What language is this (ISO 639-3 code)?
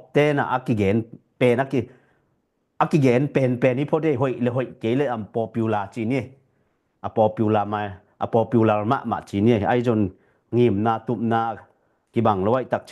ctd